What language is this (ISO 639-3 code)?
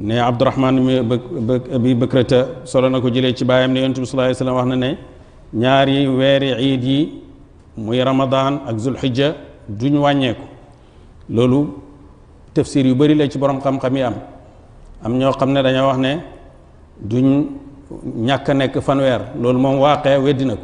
wol